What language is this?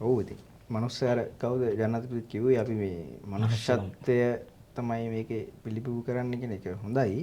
Sinhala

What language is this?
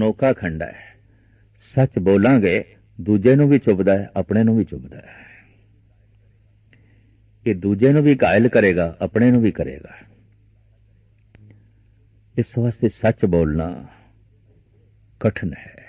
Punjabi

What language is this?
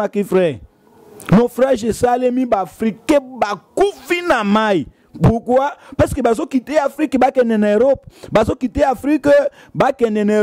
Lingala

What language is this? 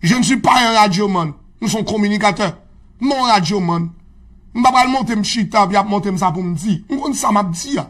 Haitian Creole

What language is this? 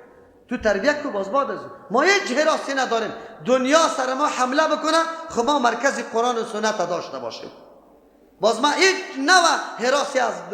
Persian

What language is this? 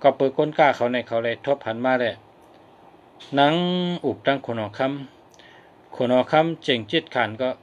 Shan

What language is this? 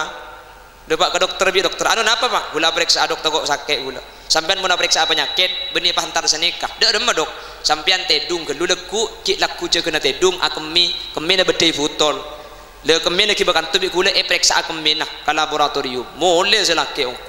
Madurese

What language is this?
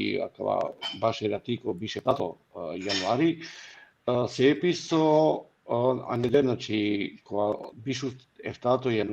Balkan Romani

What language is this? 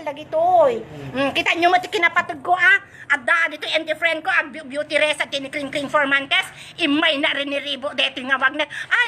Iloko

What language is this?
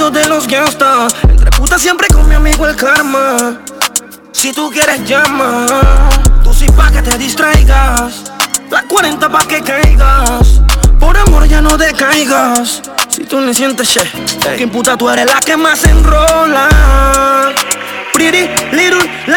Spanish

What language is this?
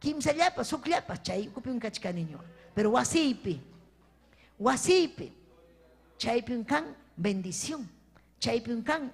Ayacucho Quechua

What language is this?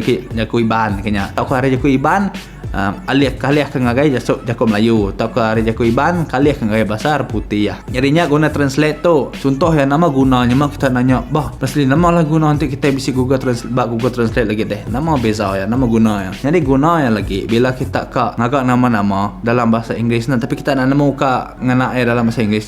Iban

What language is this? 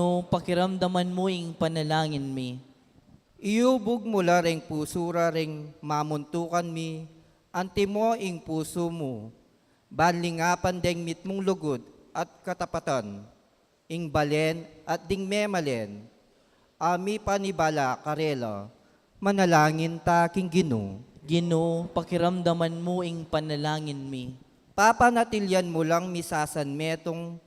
Pampanga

